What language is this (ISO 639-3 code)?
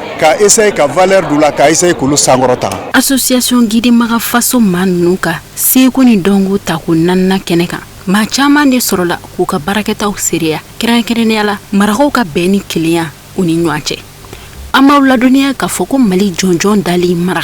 bam